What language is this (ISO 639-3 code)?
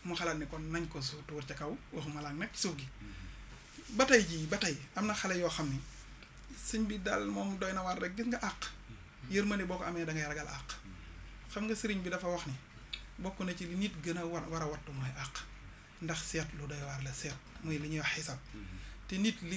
wol